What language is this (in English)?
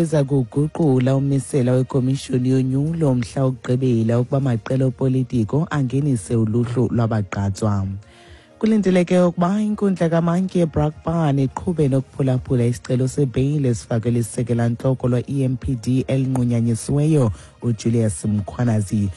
Xhosa